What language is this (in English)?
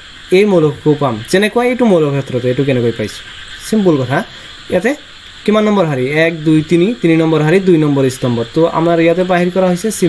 Assamese